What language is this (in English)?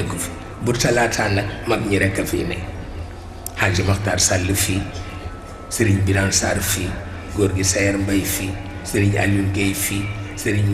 Wolof